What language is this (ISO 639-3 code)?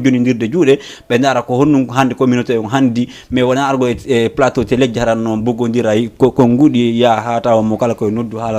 ful